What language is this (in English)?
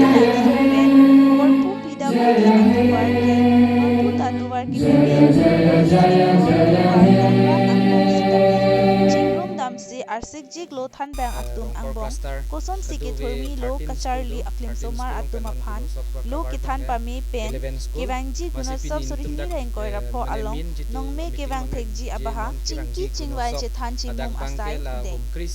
Karbi